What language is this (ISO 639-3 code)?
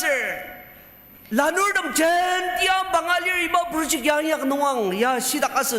njo